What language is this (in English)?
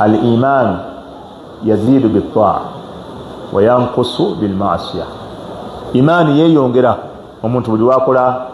Ganda